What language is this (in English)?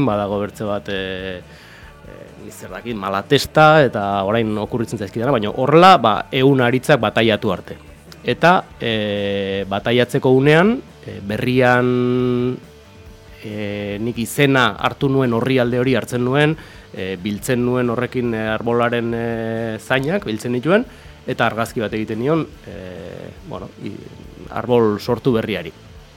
Basque